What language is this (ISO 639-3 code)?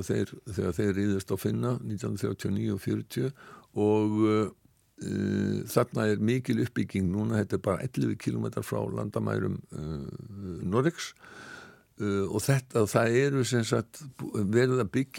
isl